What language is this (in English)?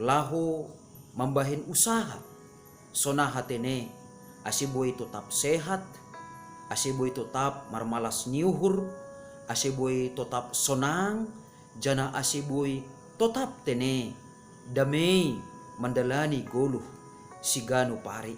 Batak Simalungun